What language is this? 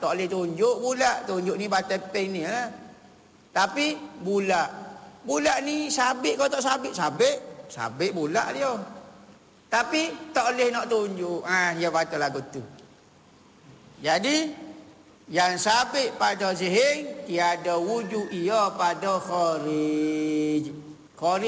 Malay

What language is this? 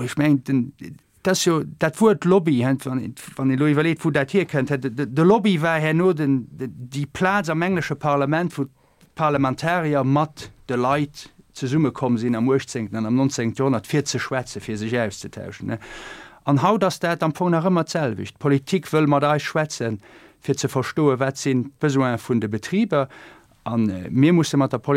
Luxembourgish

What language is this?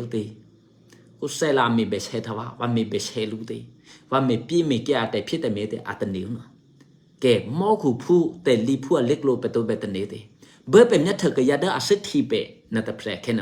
Eastern Kayah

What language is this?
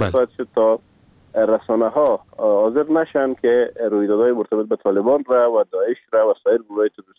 Persian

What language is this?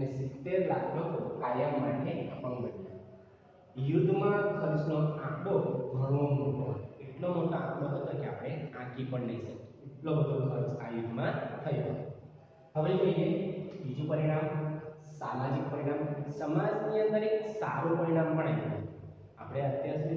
Gujarati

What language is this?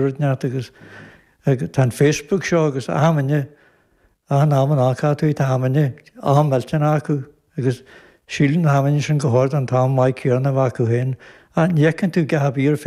Irish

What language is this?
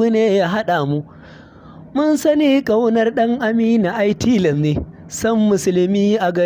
Hausa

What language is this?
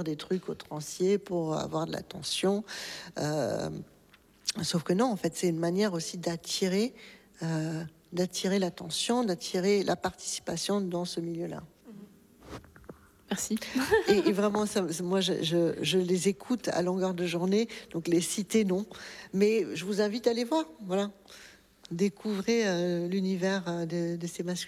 French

